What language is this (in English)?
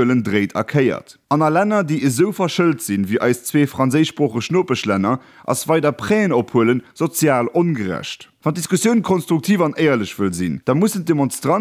Luxembourgish